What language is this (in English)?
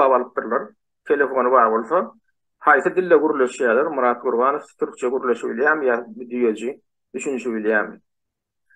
Turkmen